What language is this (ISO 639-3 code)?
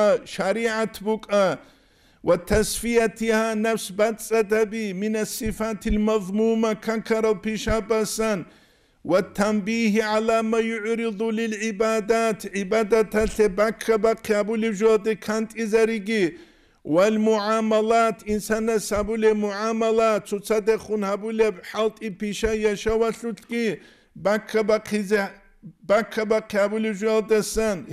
ava